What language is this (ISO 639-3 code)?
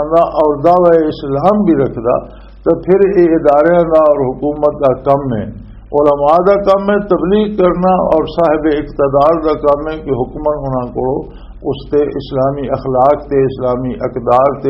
lah